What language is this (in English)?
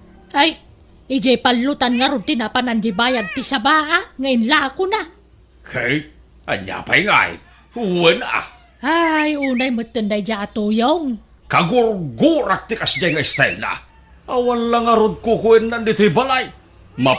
Iloko